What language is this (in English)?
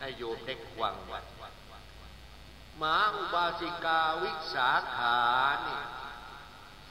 Thai